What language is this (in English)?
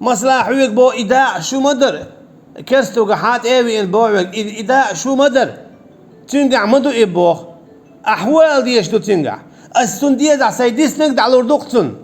Chechen